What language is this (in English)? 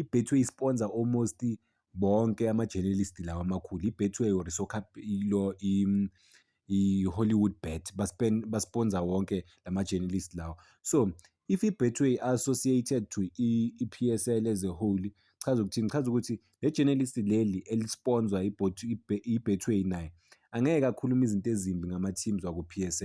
Zulu